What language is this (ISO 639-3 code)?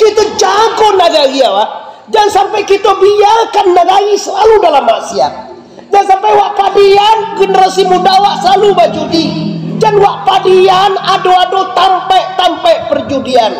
min